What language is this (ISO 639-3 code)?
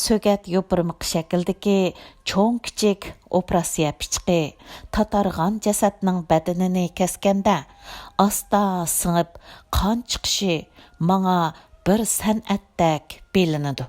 uig